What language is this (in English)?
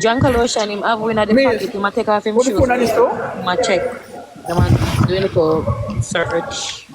Jamaican Creole English